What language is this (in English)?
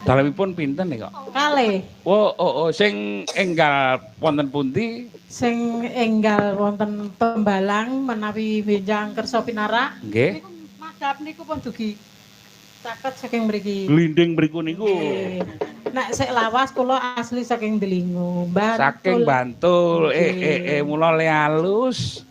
Javanese